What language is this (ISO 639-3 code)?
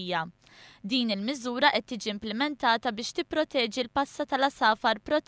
mlt